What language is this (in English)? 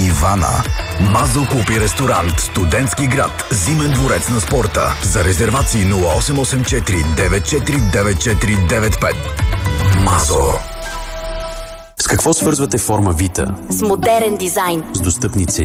Bulgarian